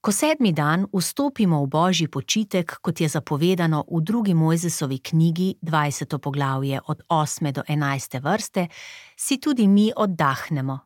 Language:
Slovenian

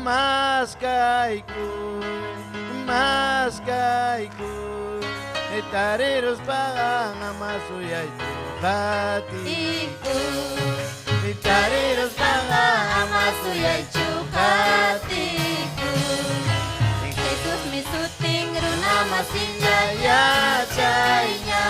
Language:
Ayacucho Quechua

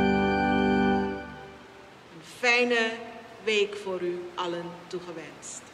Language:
Dutch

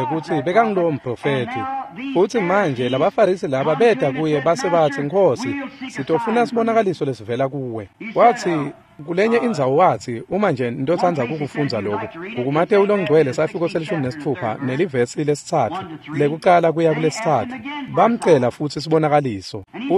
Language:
Swati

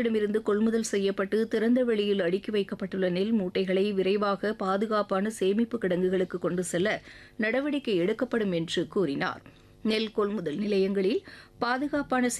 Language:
Tamil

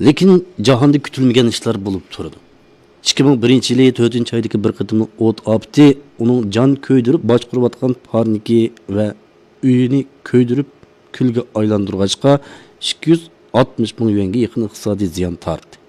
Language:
Uyghur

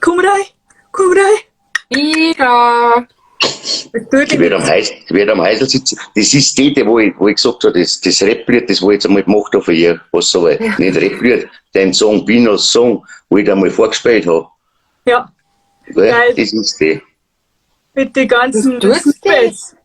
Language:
Bavarian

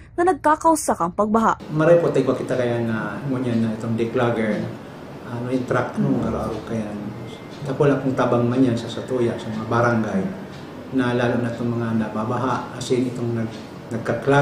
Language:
Bikol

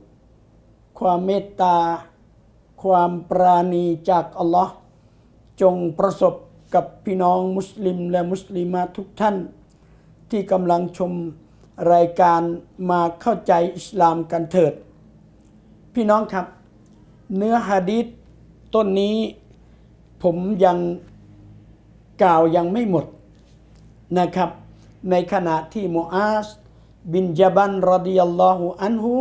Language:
Thai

